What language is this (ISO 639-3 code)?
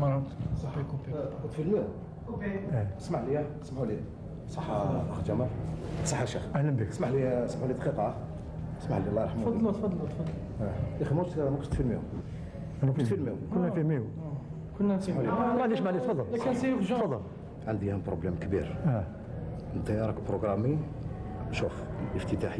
arq